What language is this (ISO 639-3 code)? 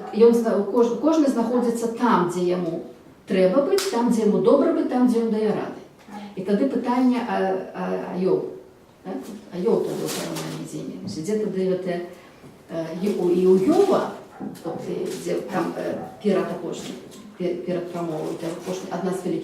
bel